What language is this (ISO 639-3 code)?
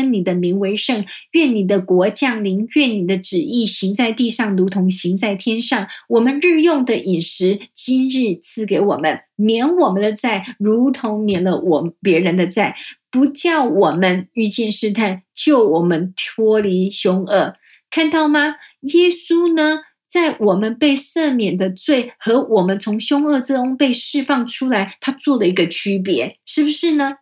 zho